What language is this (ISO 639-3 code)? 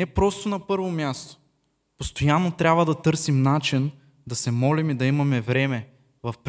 bul